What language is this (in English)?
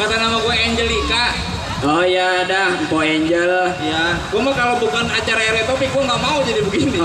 Betawi